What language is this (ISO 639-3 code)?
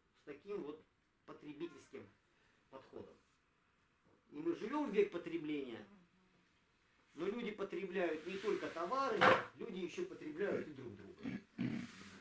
rus